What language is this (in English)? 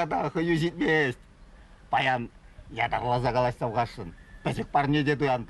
Chuvash